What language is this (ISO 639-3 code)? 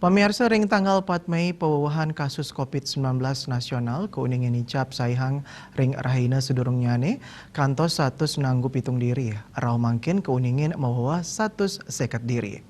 ban